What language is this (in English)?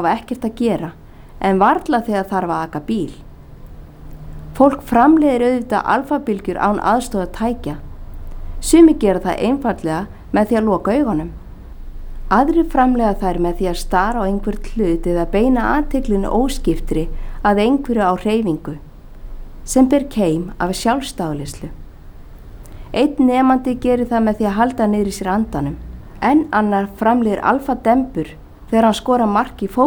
Icelandic